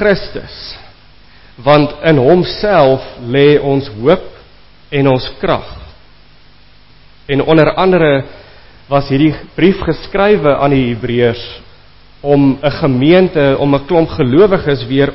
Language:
Afrikaans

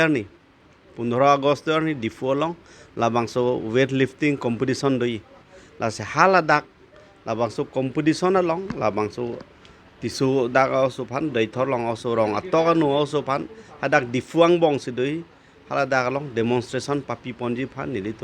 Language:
Karbi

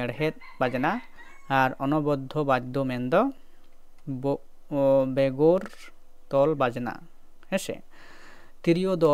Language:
Santali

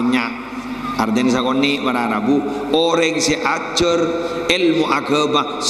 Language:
Madurese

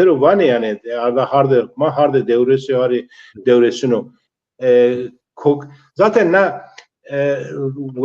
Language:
Zaza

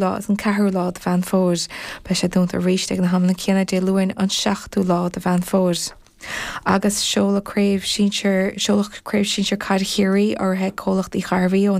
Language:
Irish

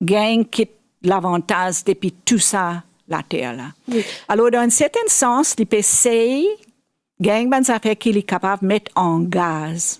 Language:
Morisyen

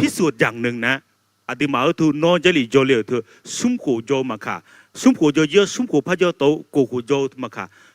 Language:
Akha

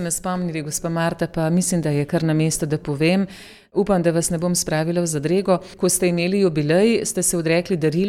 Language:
Slovenian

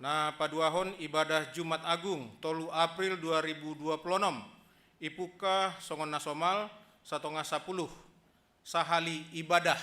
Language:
Batak Simalungun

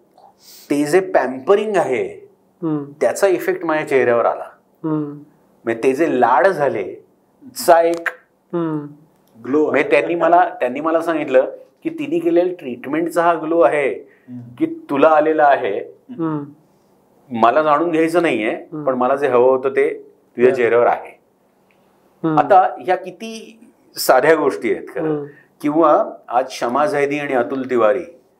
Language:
Marathi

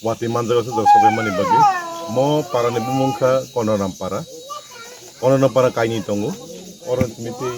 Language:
Kok Borok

